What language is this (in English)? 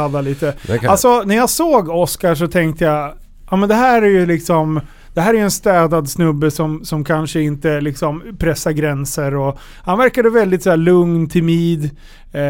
Swedish